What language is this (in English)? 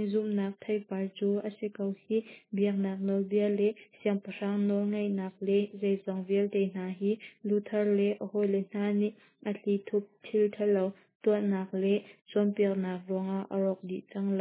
Hakha Chin